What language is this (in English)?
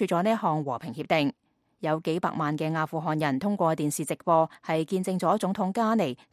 Cantonese